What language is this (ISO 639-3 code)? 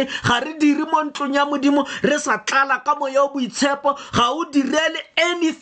tsn